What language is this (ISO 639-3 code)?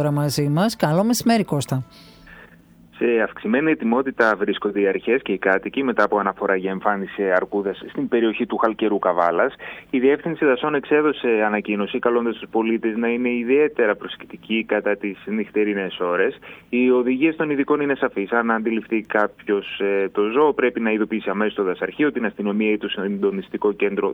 ell